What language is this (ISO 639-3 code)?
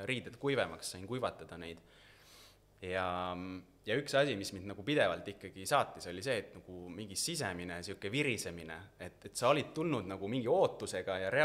est